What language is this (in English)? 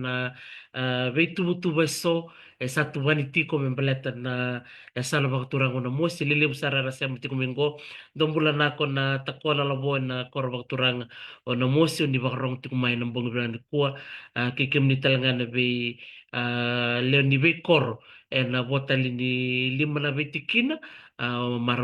Fijian